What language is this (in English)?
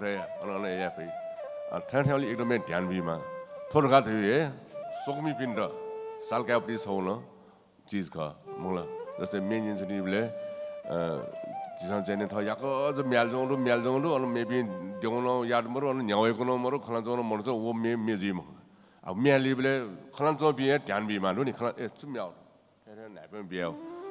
Newari